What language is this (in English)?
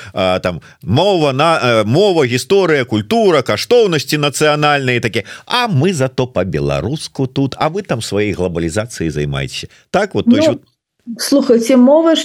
Belarusian